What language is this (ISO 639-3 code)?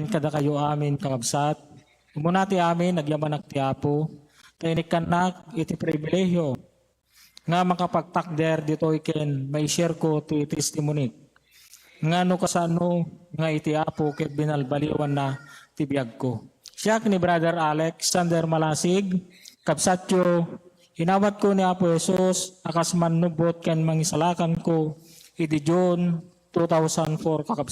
ilo